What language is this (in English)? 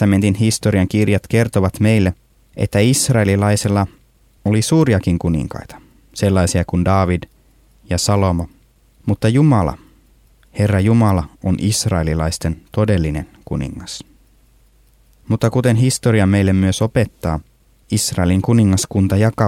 Finnish